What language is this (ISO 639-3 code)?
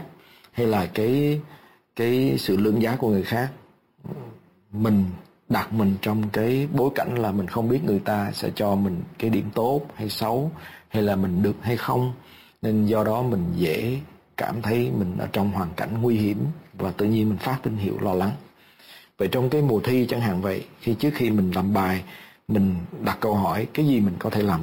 vie